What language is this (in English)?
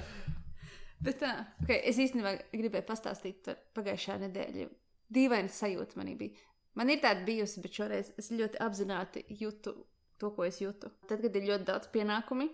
Latvian